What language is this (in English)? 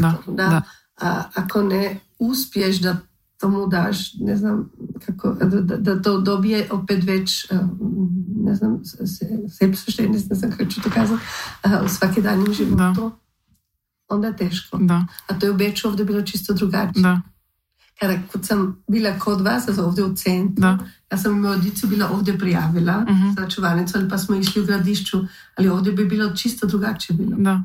Croatian